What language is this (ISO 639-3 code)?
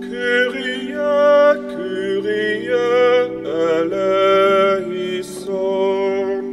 hsb